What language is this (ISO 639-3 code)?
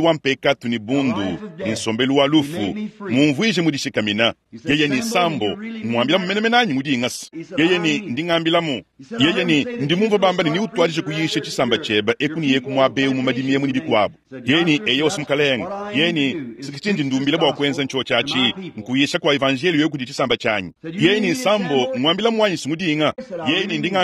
lua